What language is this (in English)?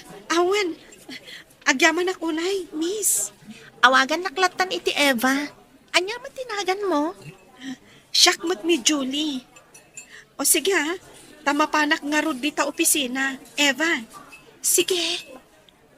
Iloko